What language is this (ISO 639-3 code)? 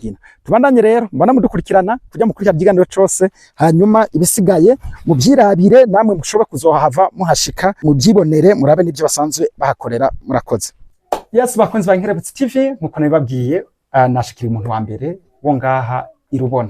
run